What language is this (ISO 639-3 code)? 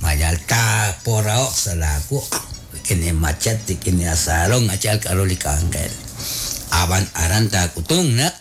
kek